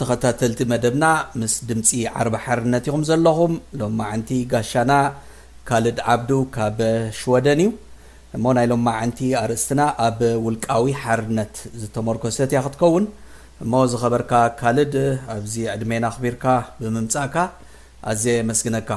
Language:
Tigrinya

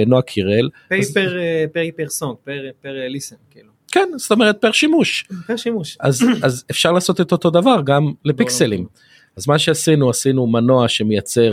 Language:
Hebrew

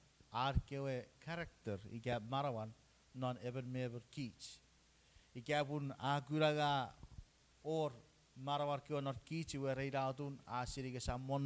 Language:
Chuukese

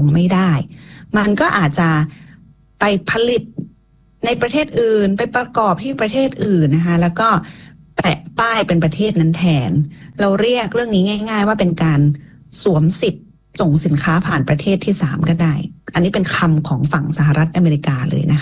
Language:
Thai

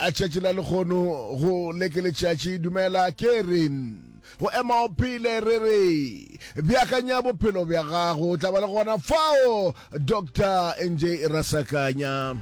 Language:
Northern Sotho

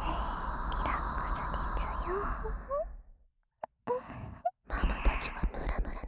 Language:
Japanese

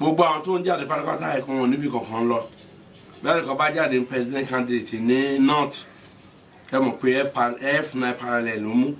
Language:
Yoruba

